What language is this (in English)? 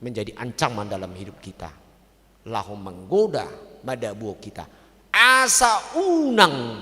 Batak Toba